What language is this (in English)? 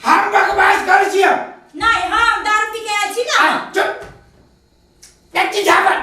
Maithili